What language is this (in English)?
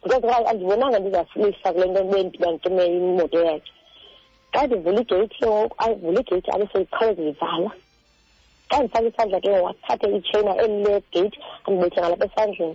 Xhosa